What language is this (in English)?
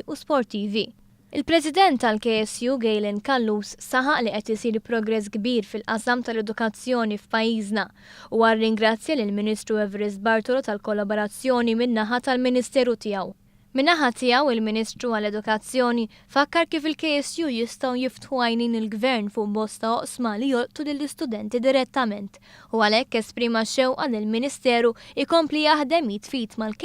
Maltese